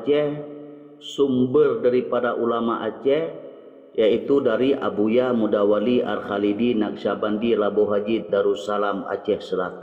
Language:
Achinese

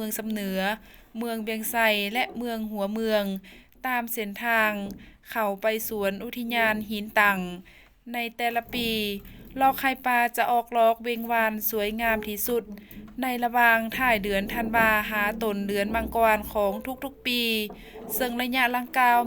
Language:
Lao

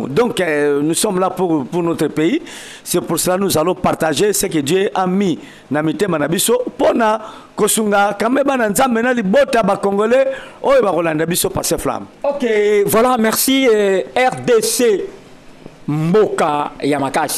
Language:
Lingala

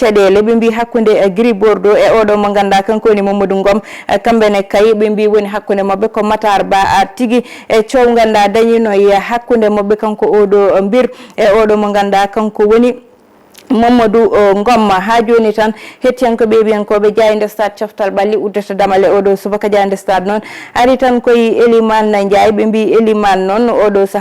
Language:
Fula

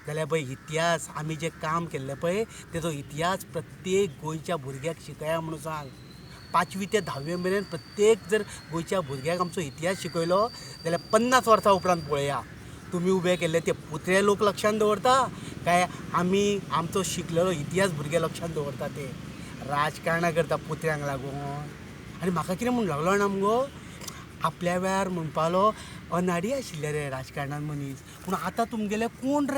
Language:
Konkani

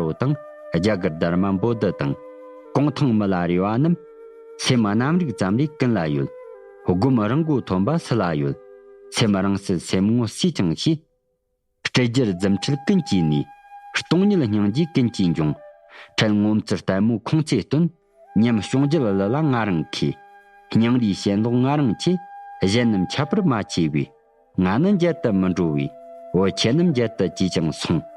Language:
Tibetan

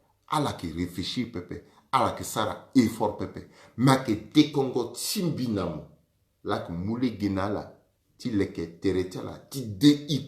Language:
Sango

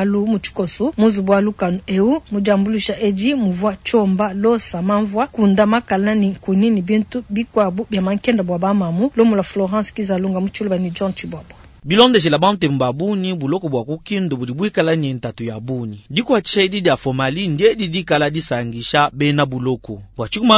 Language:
Luba-Lulua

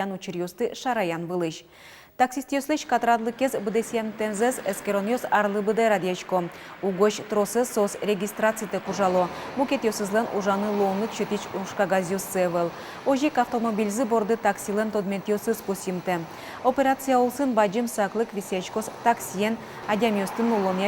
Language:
Udmurt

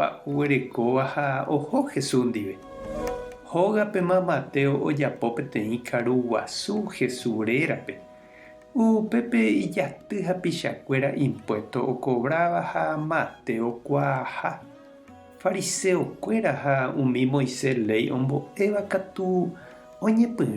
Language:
Guarani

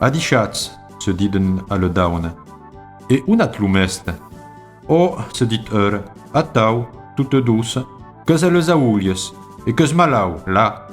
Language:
Occitan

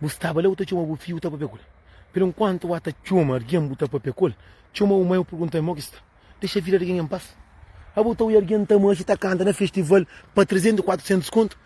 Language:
Kabuverdianu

